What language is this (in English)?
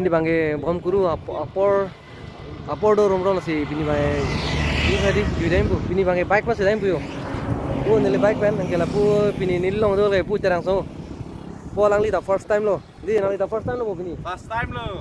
Karbi